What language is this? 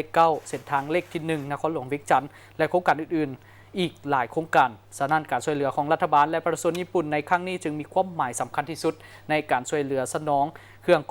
Lao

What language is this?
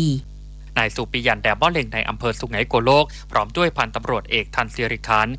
Thai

